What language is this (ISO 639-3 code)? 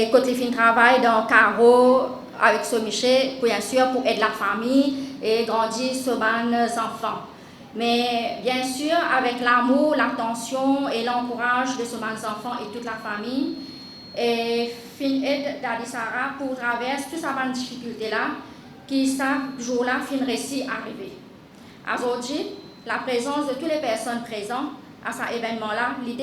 mfe